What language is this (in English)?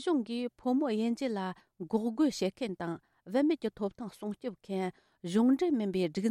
Tibetan